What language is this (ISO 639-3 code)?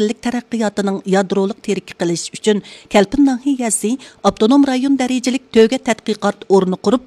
uig